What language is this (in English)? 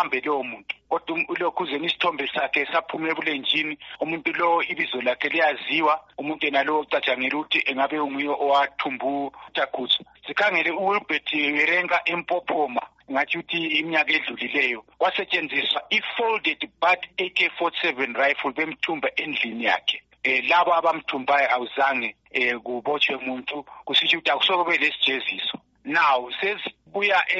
North Ndebele